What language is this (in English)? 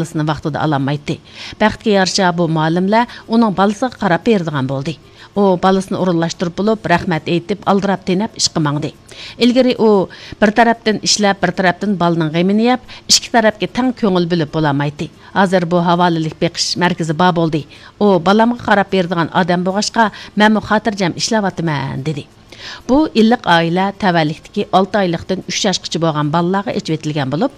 Uyghur